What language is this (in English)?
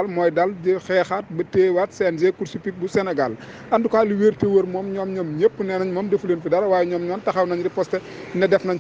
Wolof